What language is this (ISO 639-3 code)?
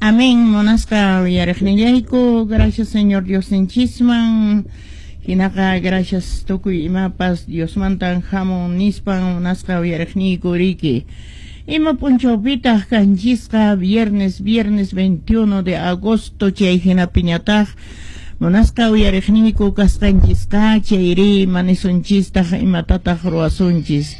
que